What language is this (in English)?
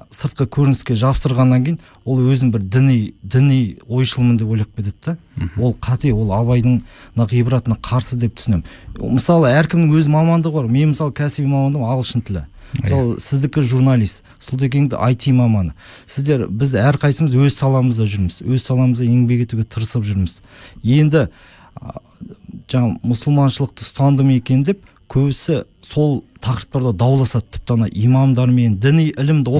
Kazakh